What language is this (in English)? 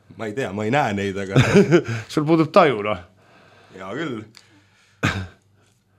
Estonian